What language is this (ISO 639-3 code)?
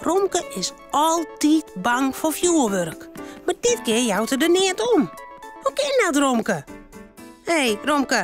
fry